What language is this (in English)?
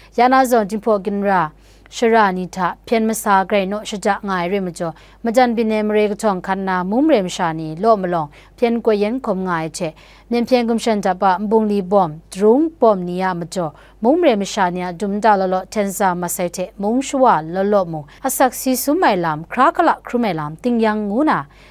Kachin